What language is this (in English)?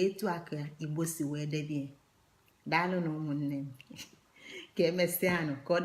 Igbo